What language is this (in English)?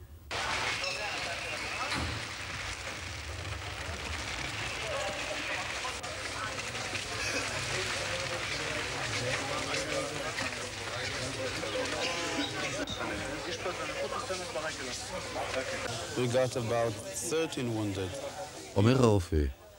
Hebrew